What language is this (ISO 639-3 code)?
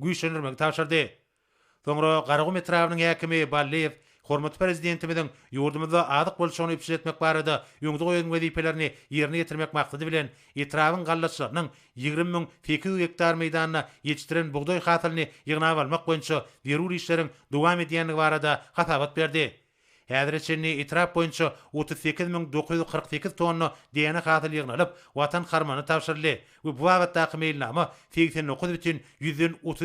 tuk